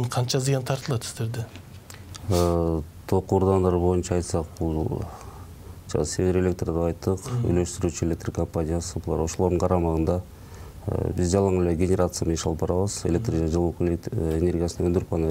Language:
Kyrgyz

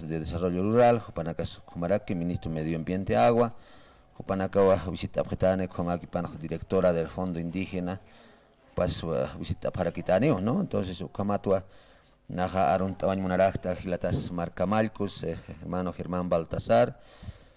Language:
Aymara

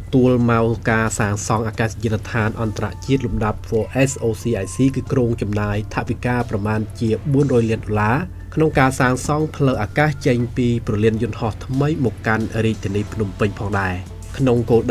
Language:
Khmer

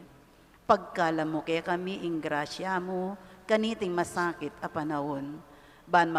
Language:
Pampanga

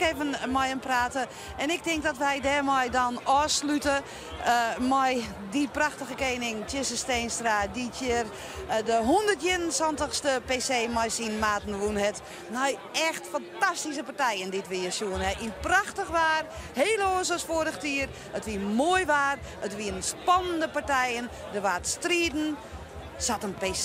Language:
Western Frisian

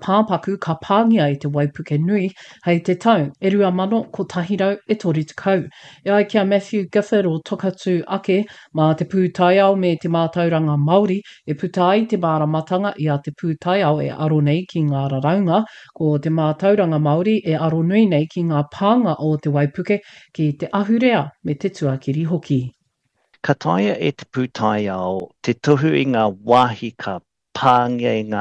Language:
Māori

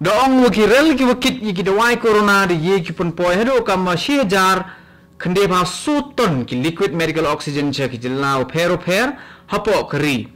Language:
Khasi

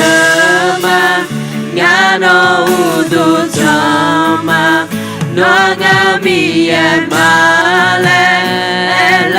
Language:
Akha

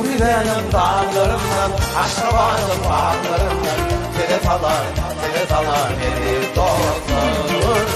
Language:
Turkmen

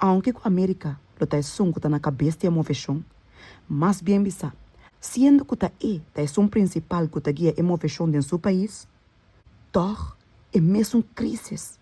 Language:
Papiamento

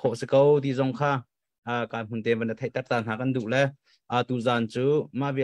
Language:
Hakha Chin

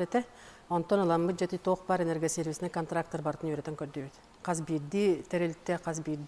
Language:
Yakut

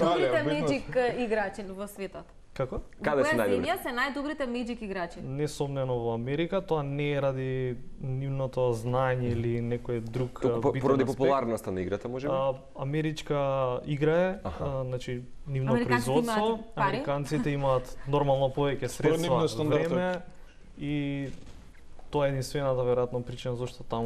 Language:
Macedonian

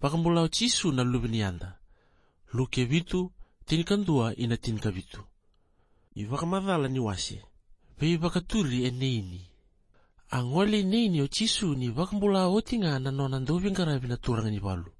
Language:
Fijian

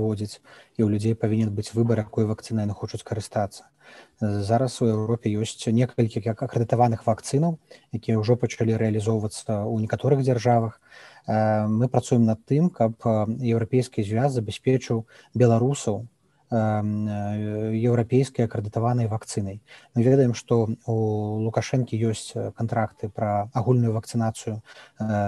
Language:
Belarusian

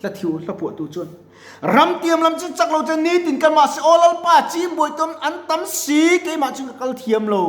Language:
Mizo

